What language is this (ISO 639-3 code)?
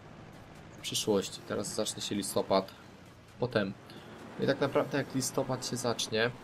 pol